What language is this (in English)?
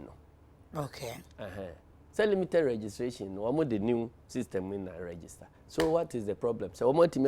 Akan